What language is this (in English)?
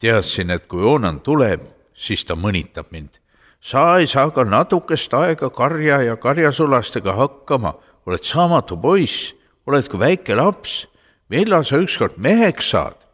Estonian